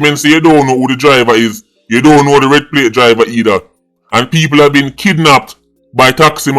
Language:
Jamaican Creole English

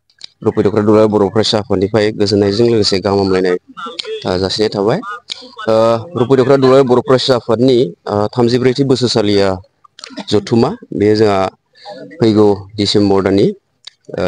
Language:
Bodo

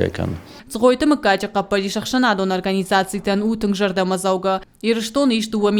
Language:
Ossetic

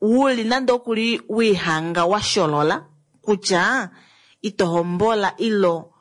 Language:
Kuanyama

